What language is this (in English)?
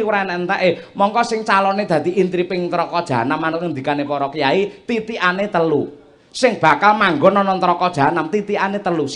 Javanese